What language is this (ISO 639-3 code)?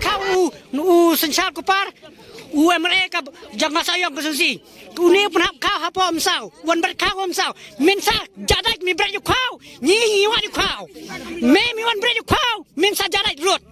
kha